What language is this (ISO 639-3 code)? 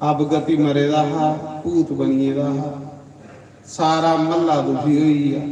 doi